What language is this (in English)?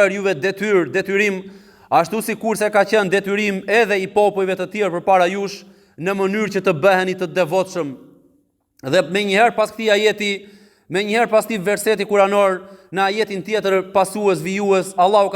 Albanian